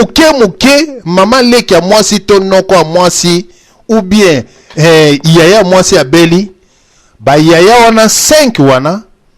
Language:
Lingala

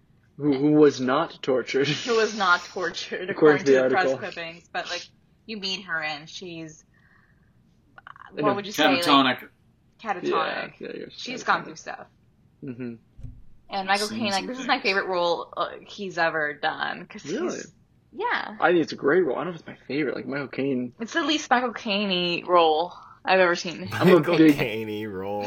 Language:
English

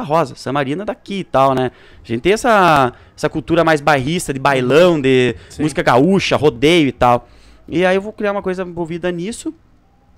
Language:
Portuguese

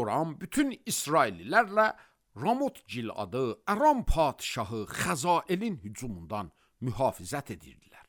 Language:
Azerbaijani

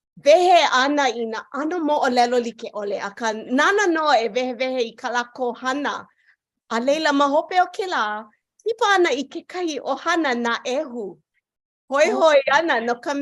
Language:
Hawaiian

